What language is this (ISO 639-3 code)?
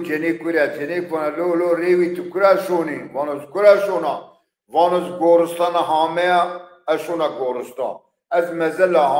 zza